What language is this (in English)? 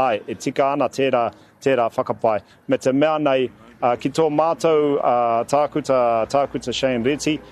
Māori